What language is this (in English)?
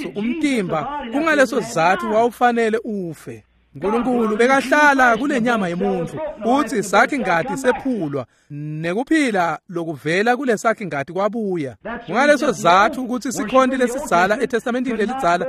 Swati